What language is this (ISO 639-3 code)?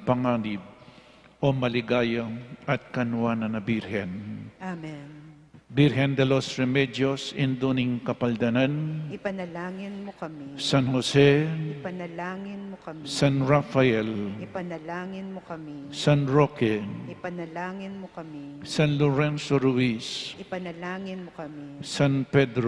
pam